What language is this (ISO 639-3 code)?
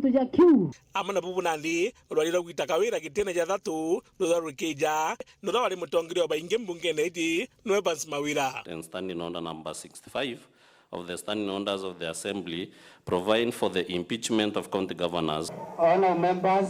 mer